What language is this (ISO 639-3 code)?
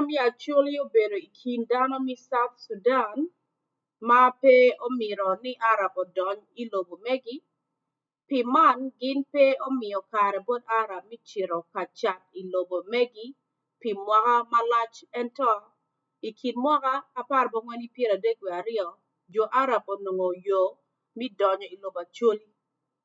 ach